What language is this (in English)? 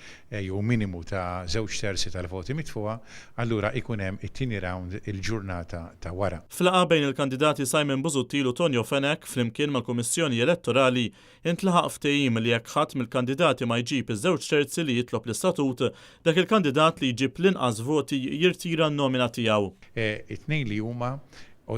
Maltese